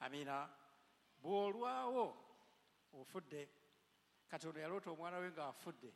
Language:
Ganda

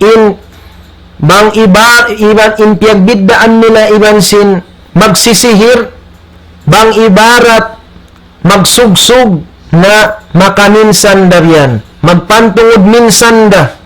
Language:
Tausug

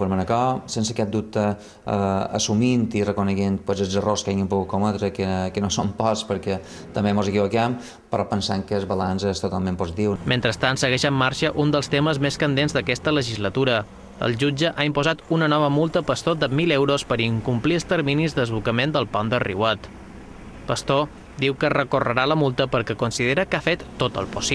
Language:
Catalan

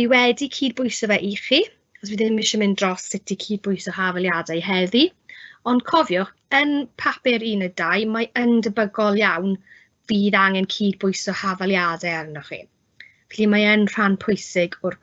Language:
Welsh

